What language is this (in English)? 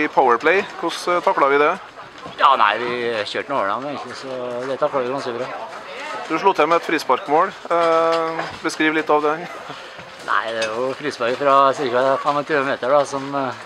Norwegian